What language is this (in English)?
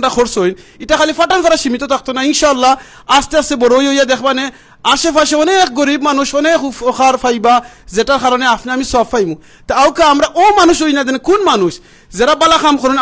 Sylheti